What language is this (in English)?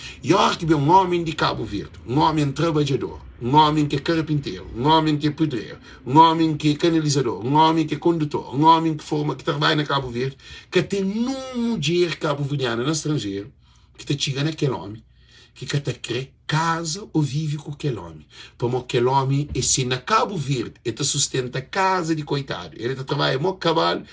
Kabuverdianu